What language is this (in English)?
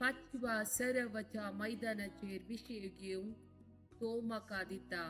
Konkani